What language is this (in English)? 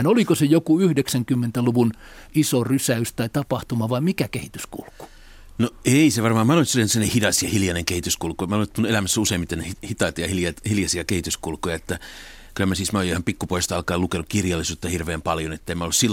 Finnish